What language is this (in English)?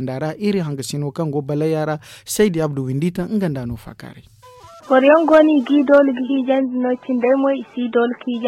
Zarma